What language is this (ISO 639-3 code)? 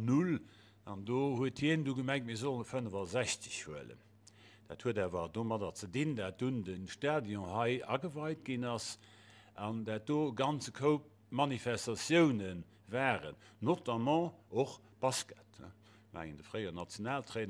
ltz